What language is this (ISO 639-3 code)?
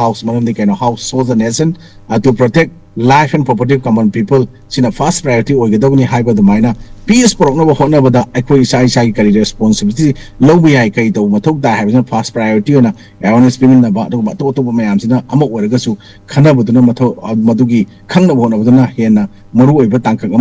mni